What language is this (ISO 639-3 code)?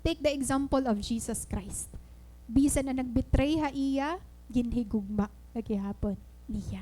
war